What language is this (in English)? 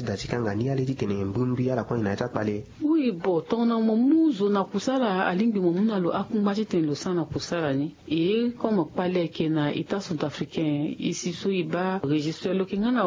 Sango